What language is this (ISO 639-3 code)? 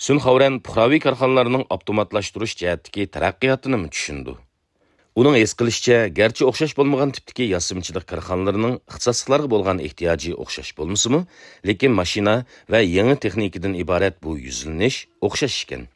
uig